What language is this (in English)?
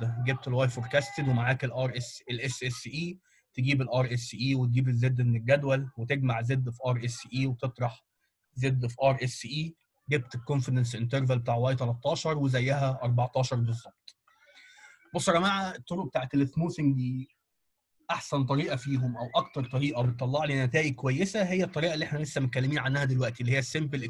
Egyptian Arabic